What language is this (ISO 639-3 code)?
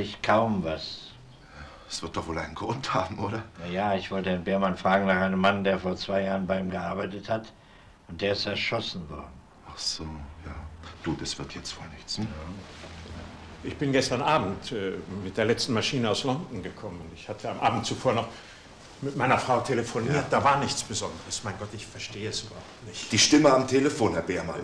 deu